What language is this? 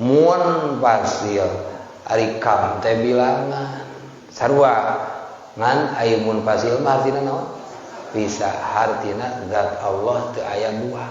Sundanese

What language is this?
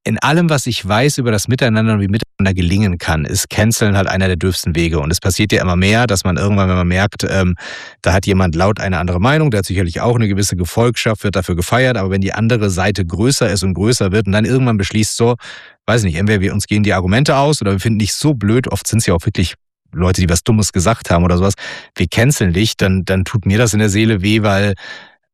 German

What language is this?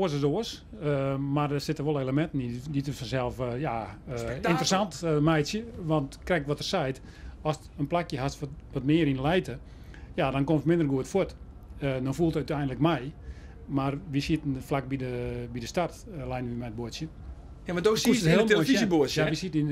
Western Frisian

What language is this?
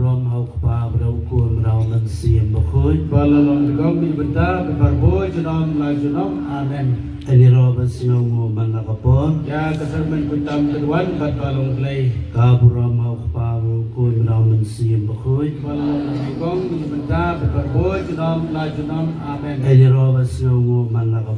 Khasi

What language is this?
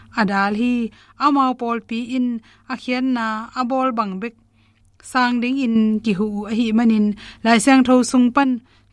Tedim Chin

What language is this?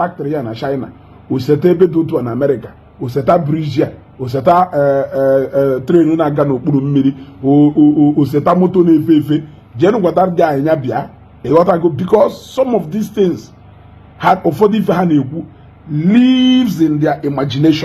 Igbo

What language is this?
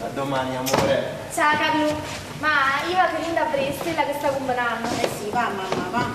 Neapolitan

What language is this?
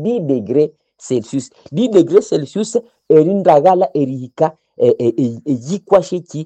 Nande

